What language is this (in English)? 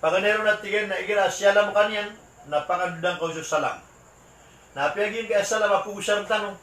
Maranao